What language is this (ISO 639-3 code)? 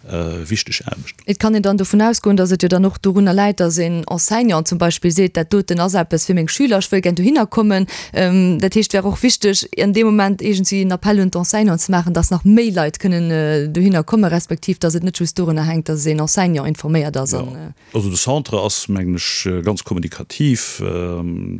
ltz